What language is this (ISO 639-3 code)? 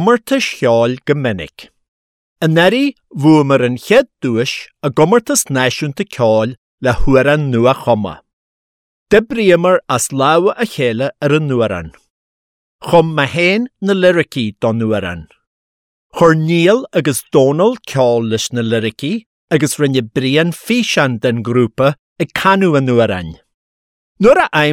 gle